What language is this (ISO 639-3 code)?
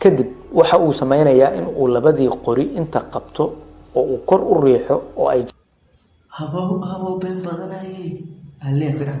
som